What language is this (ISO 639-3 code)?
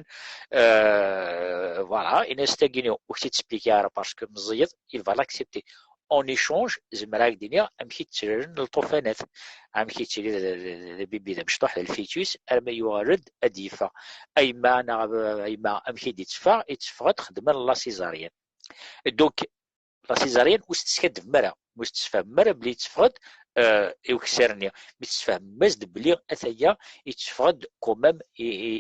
kab